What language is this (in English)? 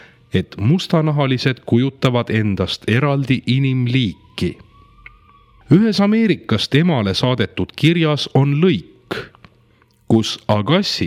Estonian